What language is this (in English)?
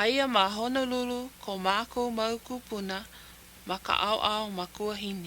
Hawaiian